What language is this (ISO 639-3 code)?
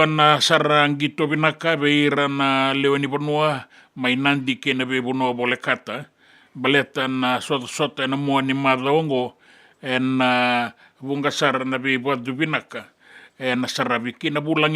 fij